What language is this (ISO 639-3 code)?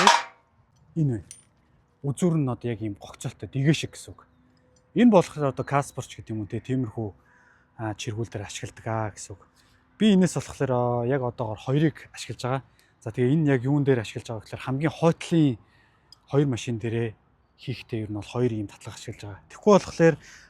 mon